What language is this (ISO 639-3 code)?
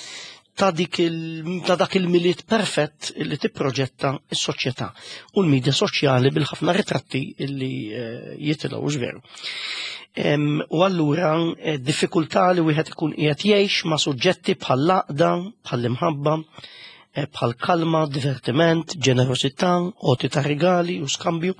mlt